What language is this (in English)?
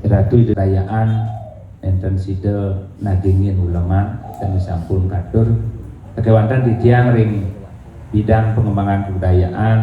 Balinese